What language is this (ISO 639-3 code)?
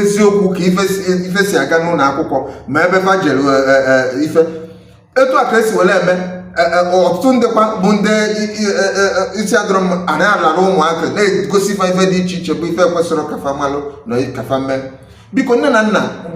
ibo